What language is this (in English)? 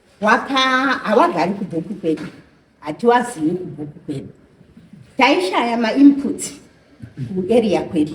Shona